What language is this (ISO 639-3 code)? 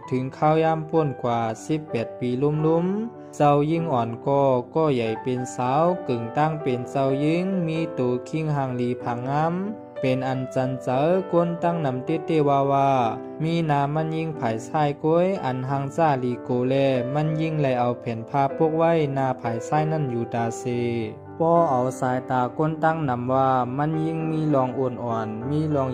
shn